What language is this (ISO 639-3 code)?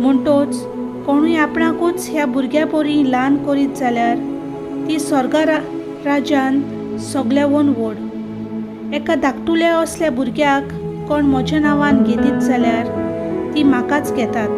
kok